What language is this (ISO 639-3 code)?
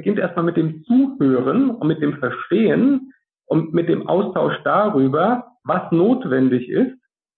deu